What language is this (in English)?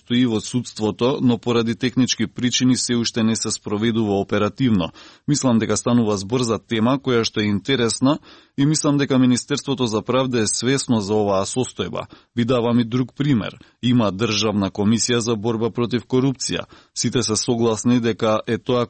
Macedonian